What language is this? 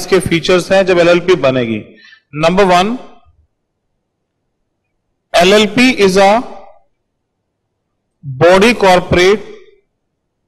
Hindi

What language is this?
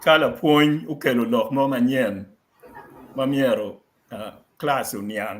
Acoli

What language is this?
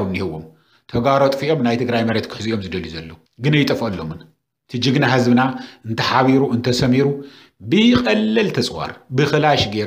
Tigrinya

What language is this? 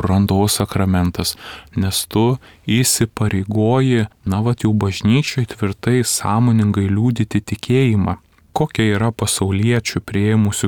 Lithuanian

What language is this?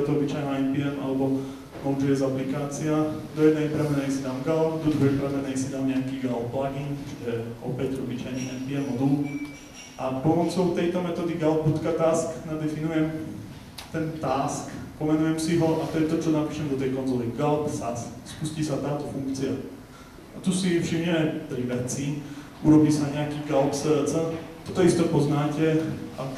Slovak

